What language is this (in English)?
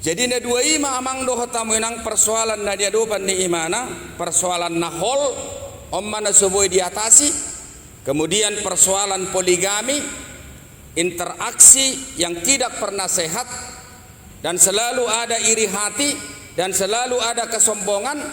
Batak Toba